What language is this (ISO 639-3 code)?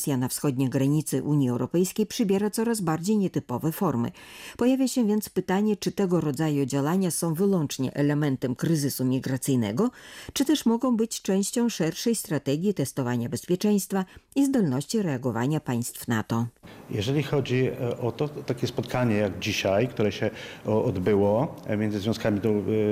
pol